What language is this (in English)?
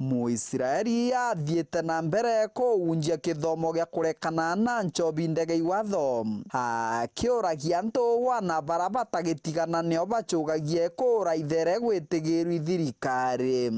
Meru